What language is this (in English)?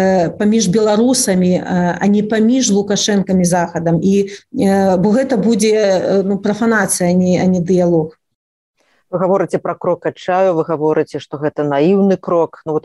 Belarusian